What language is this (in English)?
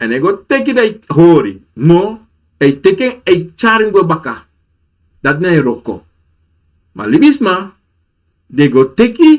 Sranan Tongo